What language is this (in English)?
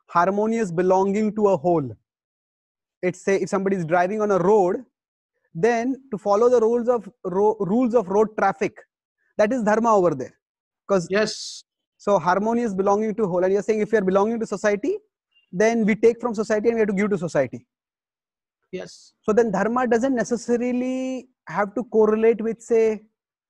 English